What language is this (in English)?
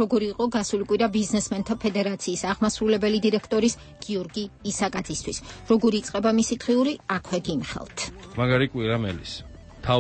Georgian